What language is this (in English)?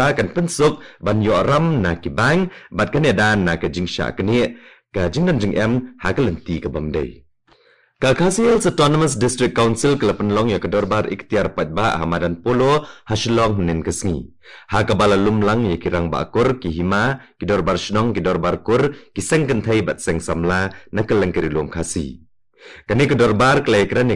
Khasi